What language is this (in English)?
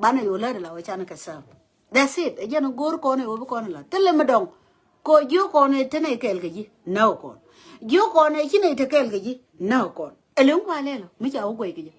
Nuer